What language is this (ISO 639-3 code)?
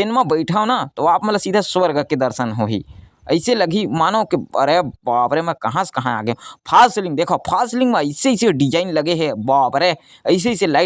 hne